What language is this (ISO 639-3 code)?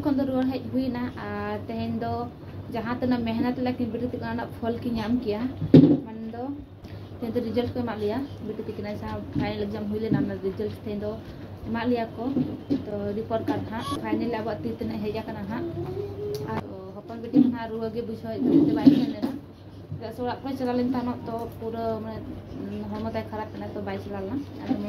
sat